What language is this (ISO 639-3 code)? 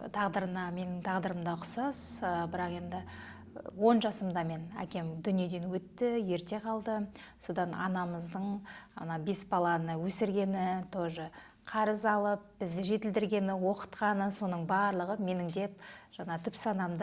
kaz